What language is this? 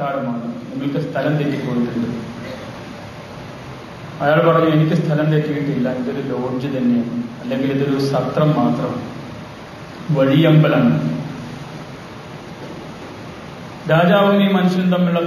Malayalam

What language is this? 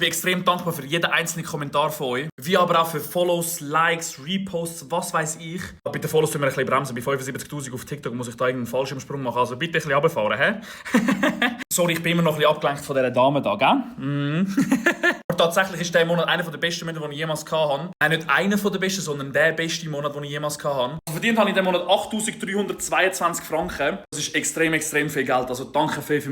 Swiss German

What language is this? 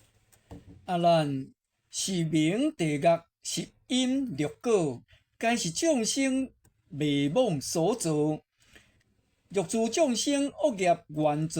Min Nan Chinese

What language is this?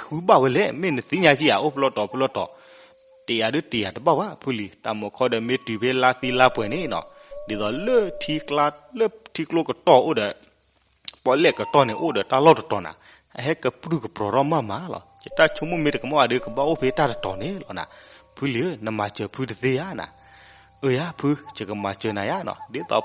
S'gaw Karen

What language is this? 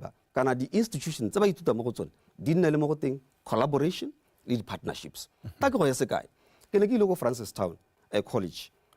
Tswana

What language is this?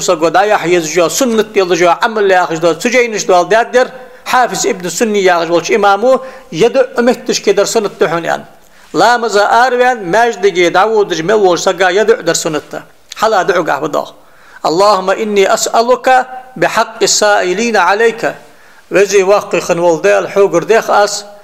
Ingush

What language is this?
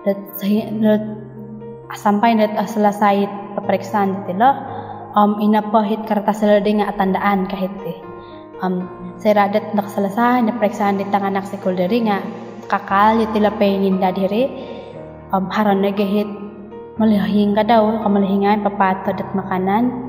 Central Dusun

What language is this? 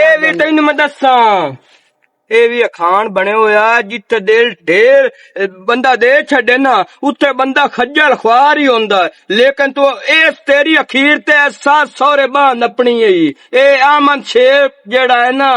Western Panjabi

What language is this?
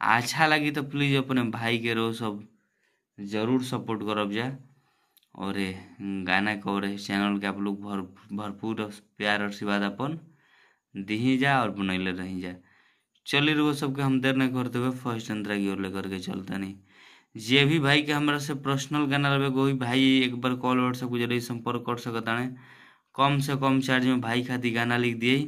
Bhojpuri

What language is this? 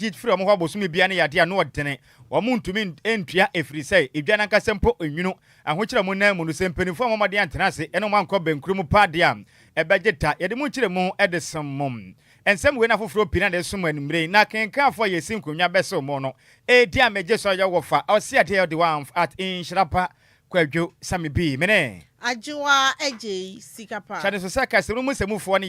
Akan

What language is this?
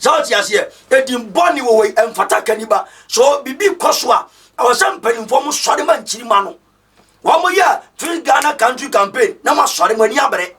Akan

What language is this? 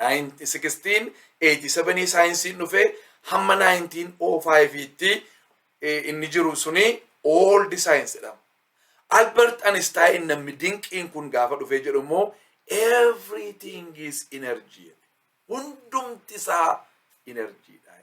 Oromo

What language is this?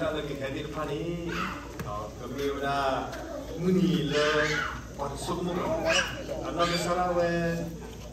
S'gaw Karen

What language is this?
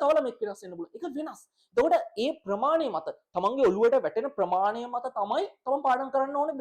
Sinhala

